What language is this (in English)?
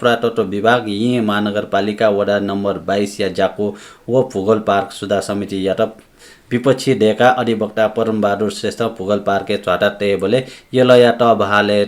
Newari